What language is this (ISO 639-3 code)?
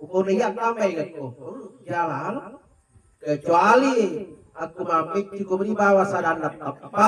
bug